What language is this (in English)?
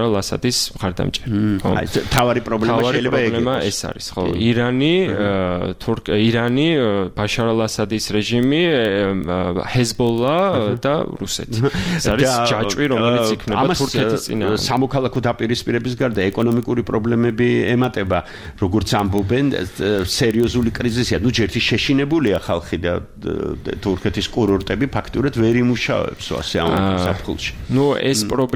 Georgian